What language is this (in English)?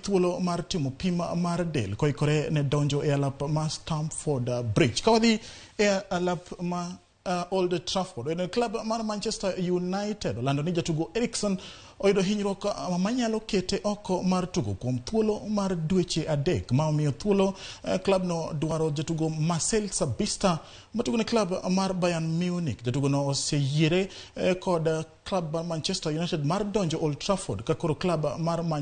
Luo (Kenya and Tanzania)